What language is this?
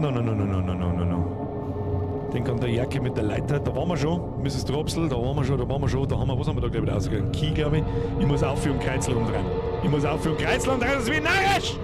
Bavarian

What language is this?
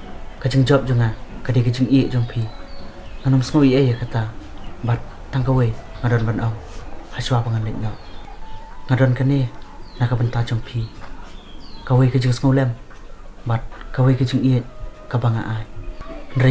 Khasi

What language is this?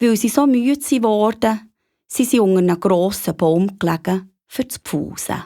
Swiss German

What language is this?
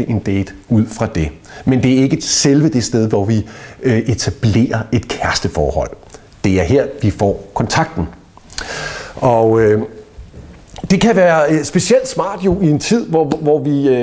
Danish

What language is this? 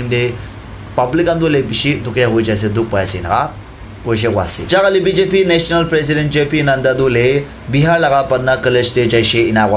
Naga Pidgin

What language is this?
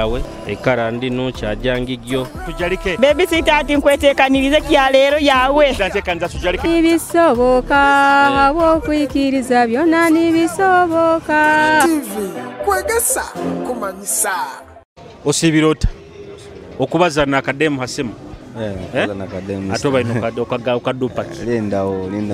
Nyoro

